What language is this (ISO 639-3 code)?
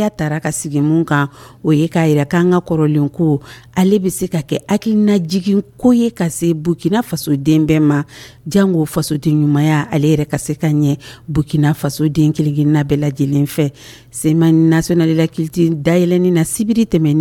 dyu